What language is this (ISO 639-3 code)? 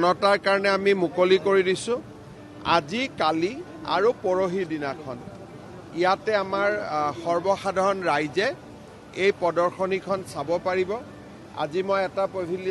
asm